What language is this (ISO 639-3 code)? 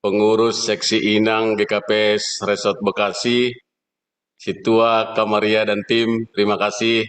bts